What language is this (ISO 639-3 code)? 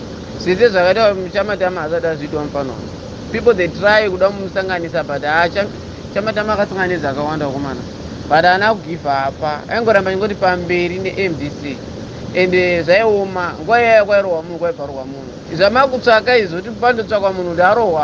sna